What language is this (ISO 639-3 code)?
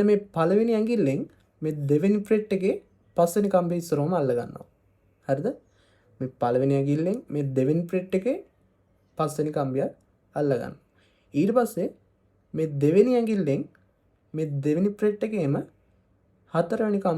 sin